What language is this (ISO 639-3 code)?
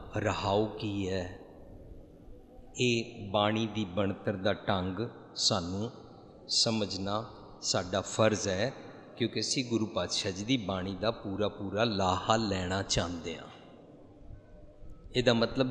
pan